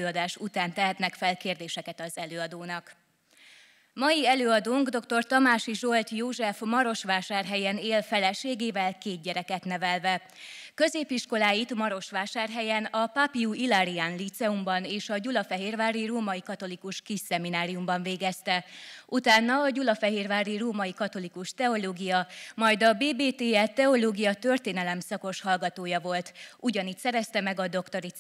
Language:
Hungarian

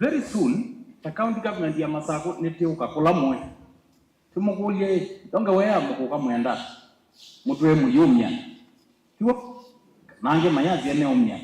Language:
Kamba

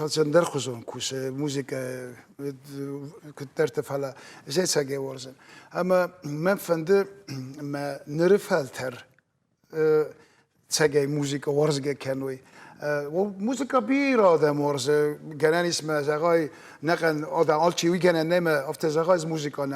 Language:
Ossetic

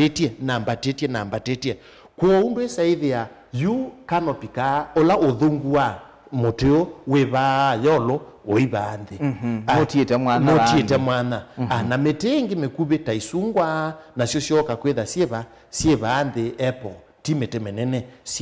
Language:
Kamba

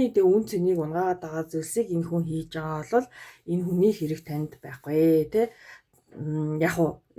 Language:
Mongolian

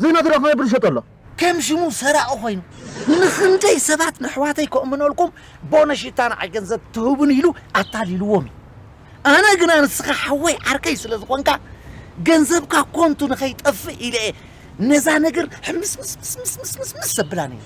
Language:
Tigrinya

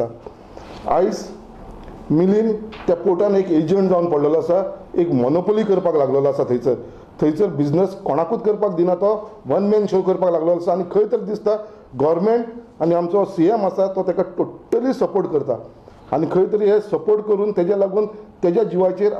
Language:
Konkani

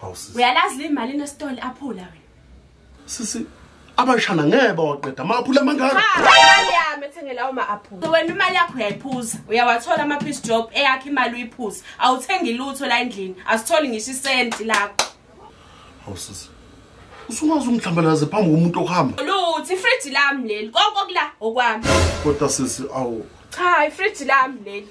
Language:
Zulu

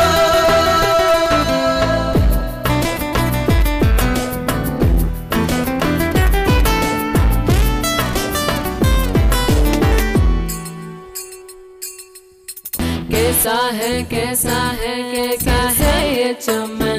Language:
Malayalam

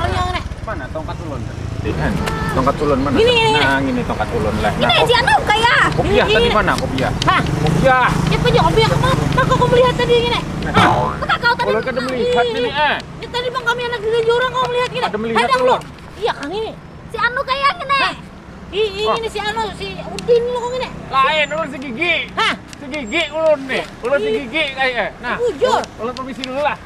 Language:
Banjar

